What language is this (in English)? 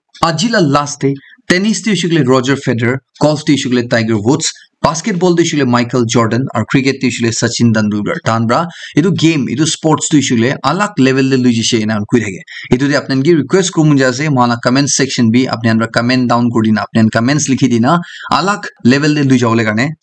Naga Pidgin